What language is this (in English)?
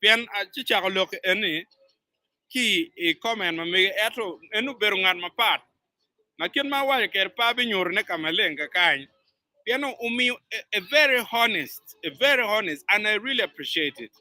Acoli